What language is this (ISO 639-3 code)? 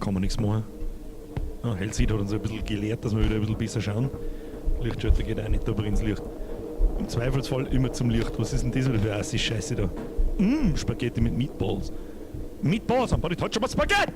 bar